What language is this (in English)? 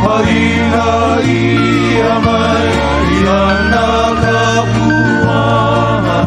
Hawaiian